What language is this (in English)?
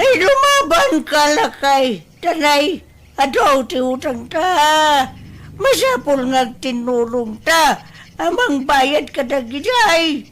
Iloko